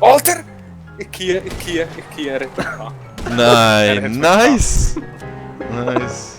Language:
Swiss German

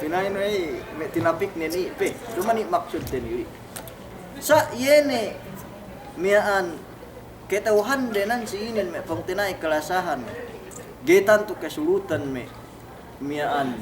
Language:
Yakan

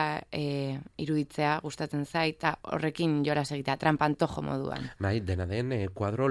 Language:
Basque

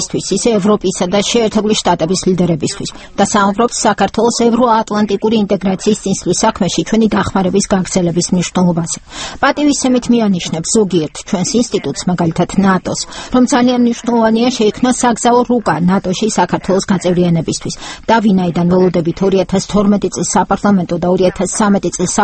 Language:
Georgian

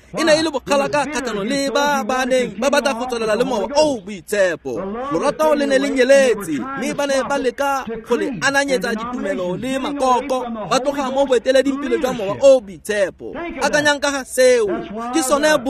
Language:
Tswana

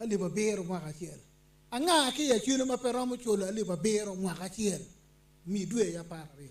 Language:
Acoli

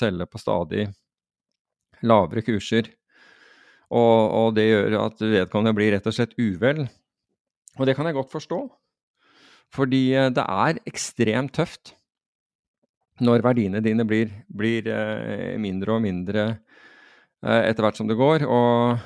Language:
Norwegian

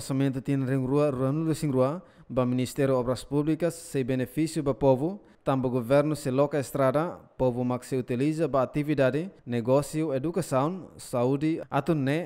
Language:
Tetum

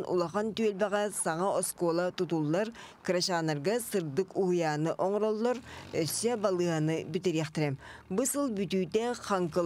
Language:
Yakut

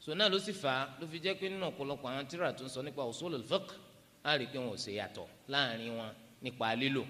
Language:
Yoruba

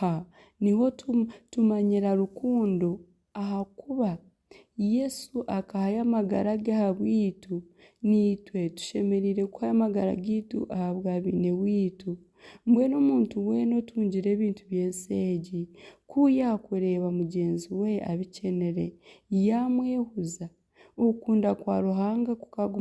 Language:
Nyankole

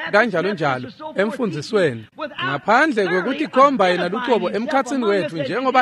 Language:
Swati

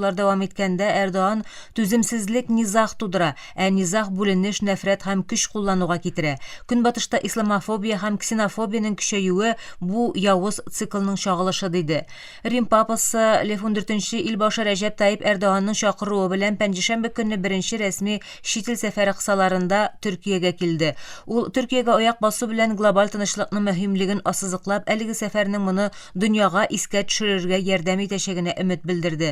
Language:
Tatar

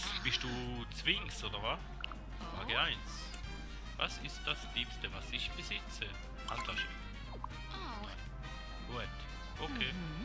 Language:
Swiss German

